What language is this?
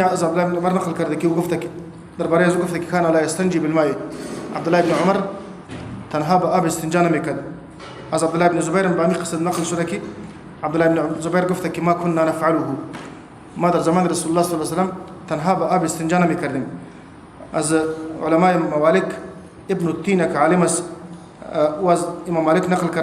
Persian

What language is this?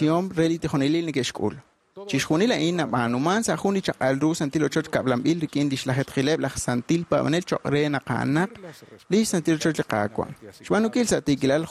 Kekchí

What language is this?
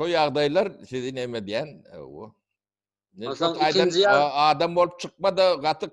Turkmen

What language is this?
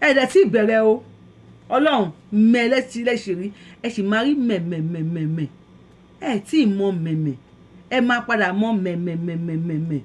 Yoruba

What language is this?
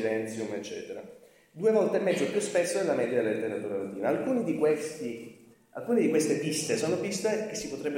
Italian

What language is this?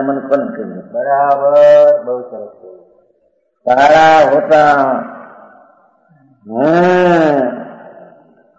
Gujarati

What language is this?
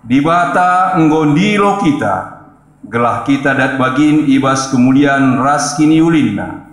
Batak Karo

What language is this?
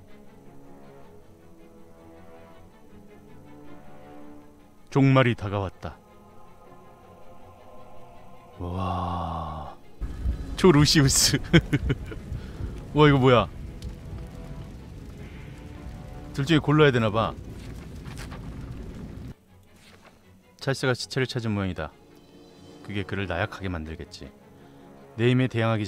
Korean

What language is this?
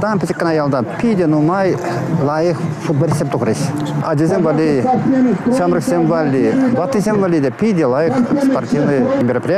Chuvash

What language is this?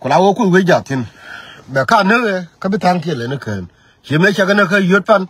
Nuer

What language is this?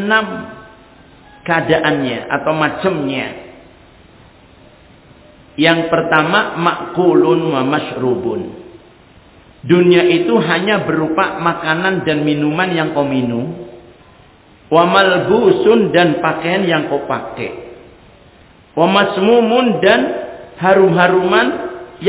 Indonesian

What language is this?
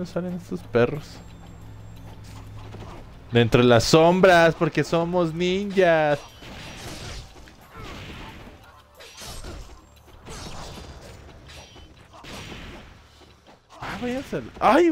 Spanish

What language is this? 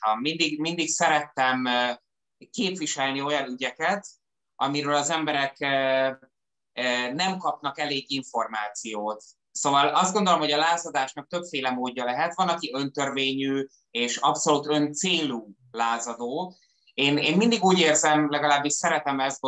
Hungarian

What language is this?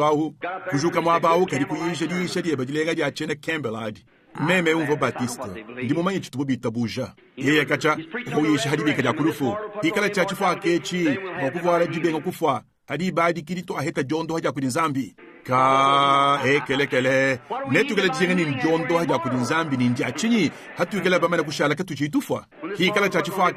Luba-Lulua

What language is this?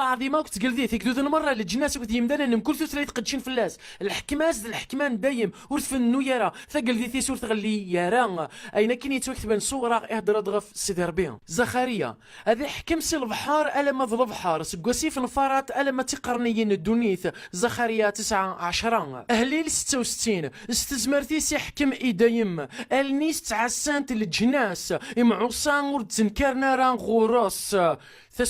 Kabyle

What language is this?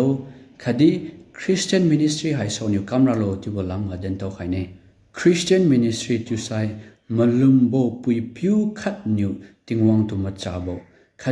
Liangmai Naga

